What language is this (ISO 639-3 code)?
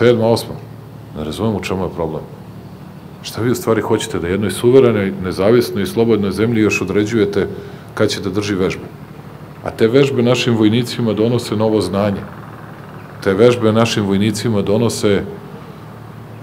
srp